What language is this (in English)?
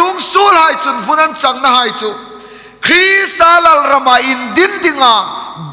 Hmar